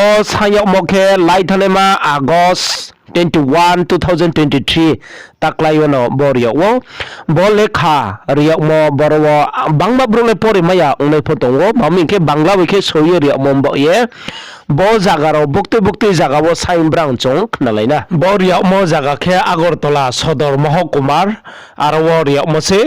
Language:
Riang (India)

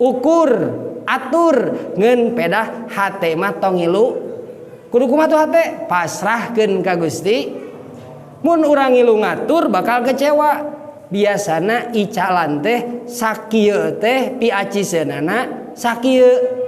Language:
Sundanese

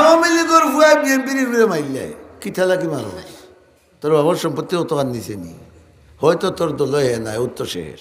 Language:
Sylheti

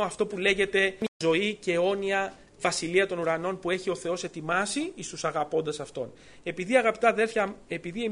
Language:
Greek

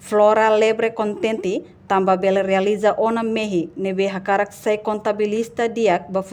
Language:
Tetum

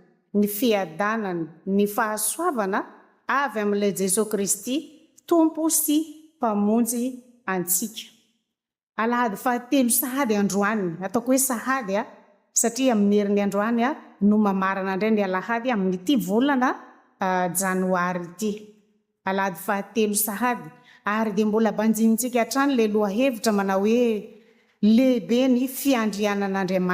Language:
Malagasy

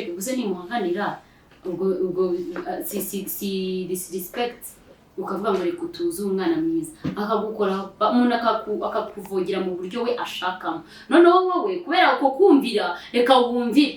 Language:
Kinyarwanda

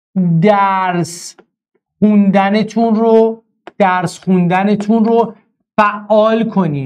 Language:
Persian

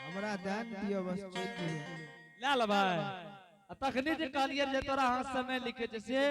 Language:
Angika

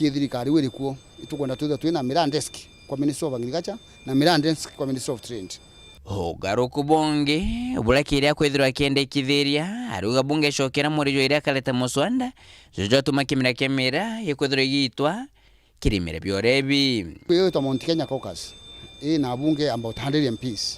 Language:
Meru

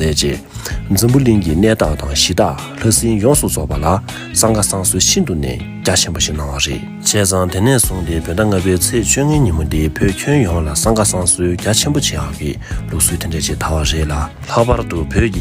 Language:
Tibetan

